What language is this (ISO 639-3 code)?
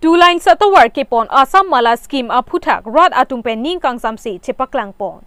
mjw